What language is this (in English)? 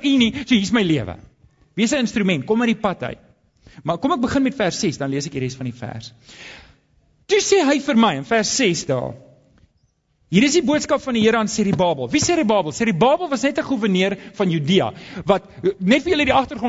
Afrikaans